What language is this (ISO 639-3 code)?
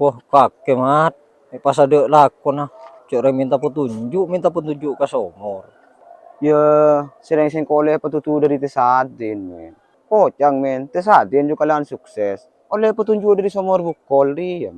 mad